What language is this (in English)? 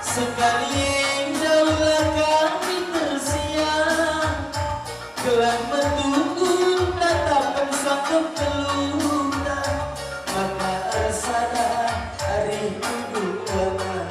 Batak Karo